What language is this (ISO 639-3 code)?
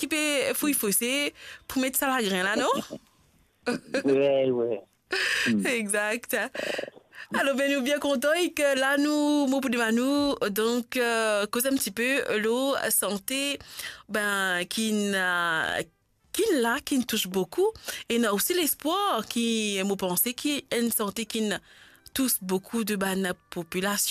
mfe